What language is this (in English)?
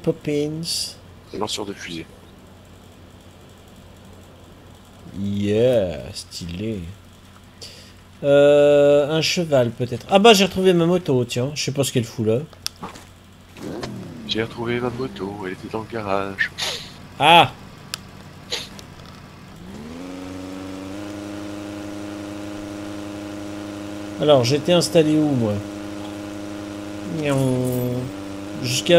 French